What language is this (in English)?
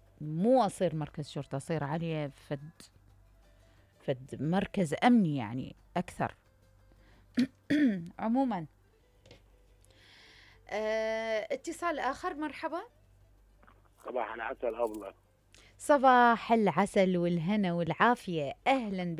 Mesopotamian Arabic